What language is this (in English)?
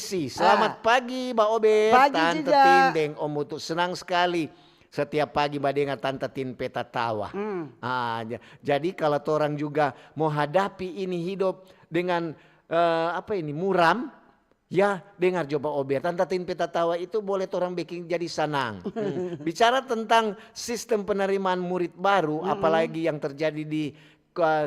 Manado Malay